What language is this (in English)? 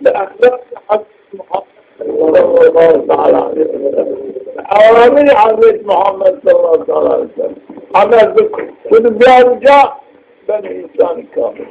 Zaza